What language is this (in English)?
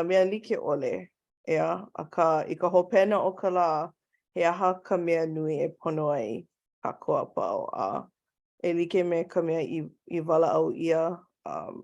Hawaiian